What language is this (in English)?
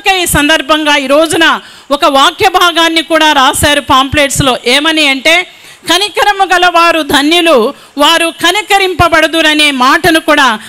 Telugu